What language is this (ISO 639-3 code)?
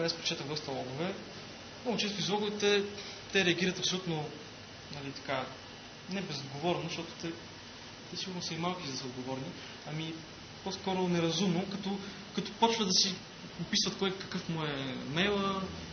bul